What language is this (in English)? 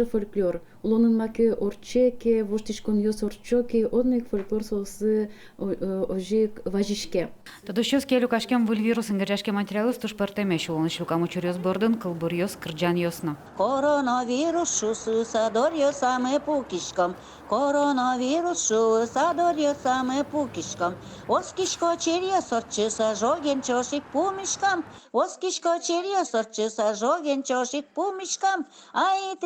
Udmurt